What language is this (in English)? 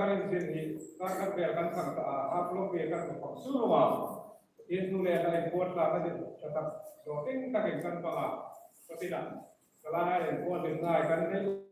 Hmar